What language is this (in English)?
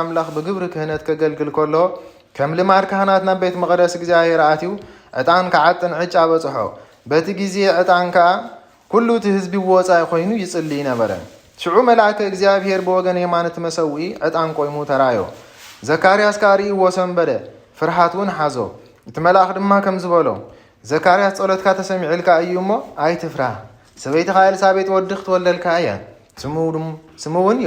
Tigrinya